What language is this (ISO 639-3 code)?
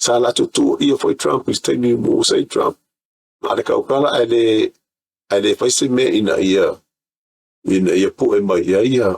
smo